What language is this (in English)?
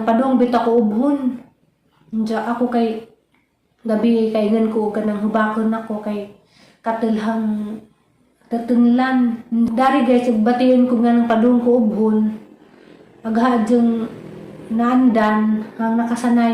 Cebuano